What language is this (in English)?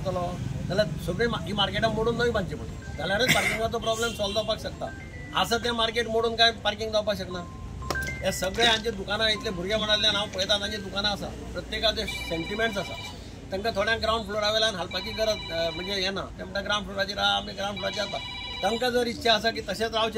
Konkani